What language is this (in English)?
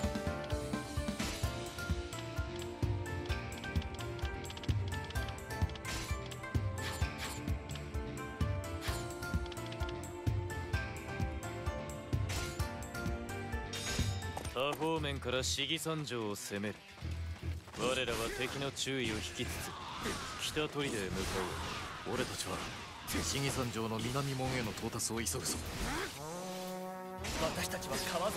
Japanese